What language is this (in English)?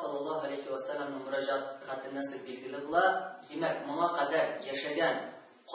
Tatar